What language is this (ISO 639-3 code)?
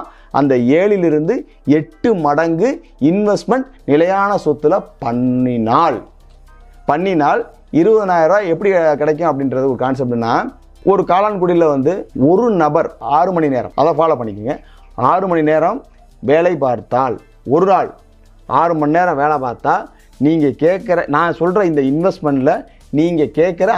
tam